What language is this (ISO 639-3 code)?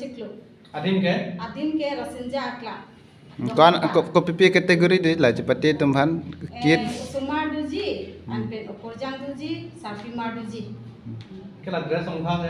mjw